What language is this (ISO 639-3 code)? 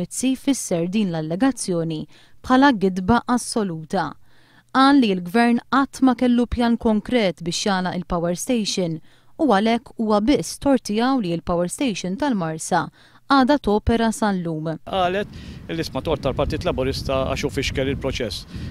mlt